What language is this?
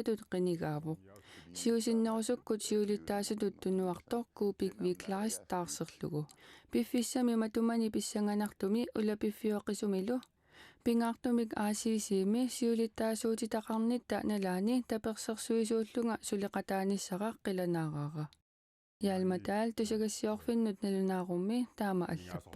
Kalaallisut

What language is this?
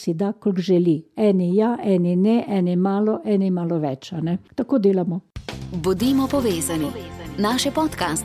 Slovenian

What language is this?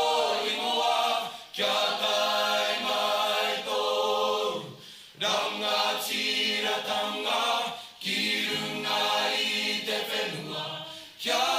Māori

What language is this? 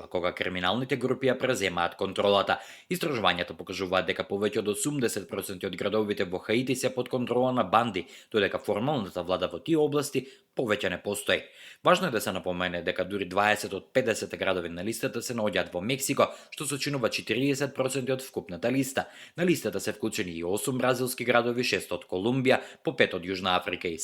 Macedonian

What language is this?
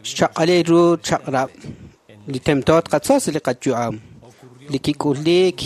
Kekchí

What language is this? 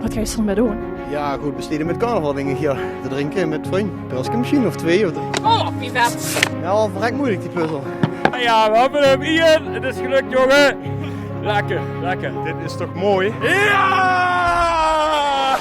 Limburgish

